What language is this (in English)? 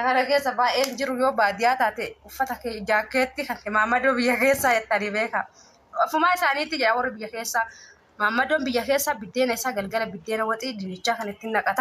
Oromo